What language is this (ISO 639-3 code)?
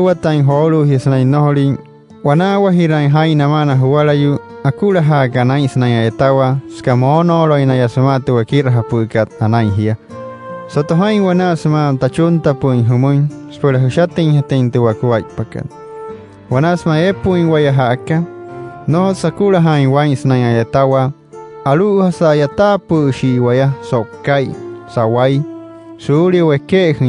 guc